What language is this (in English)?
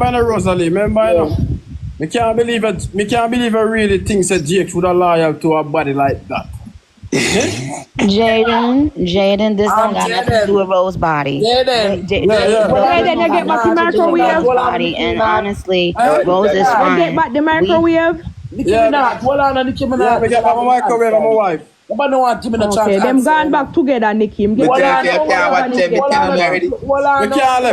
Jamaican Creole English